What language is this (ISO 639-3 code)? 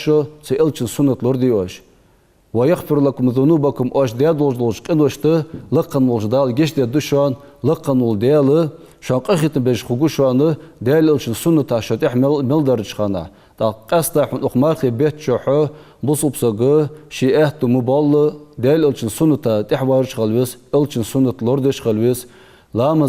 inh